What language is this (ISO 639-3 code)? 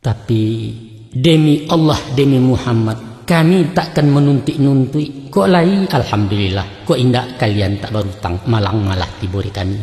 min